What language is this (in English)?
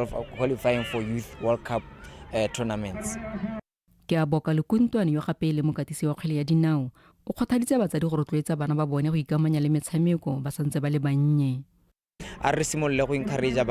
Tswana